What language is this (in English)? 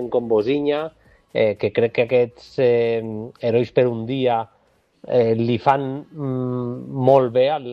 Catalan